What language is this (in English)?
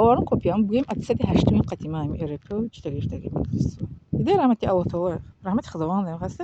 Tajik